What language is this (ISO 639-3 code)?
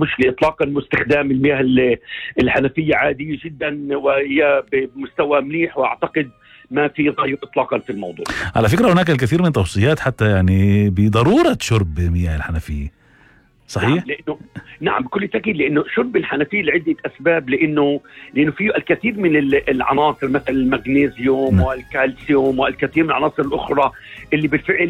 apc